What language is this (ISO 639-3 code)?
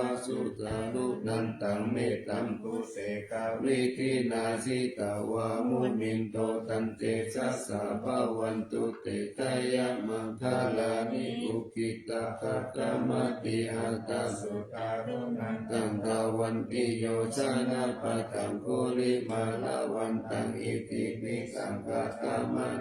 pli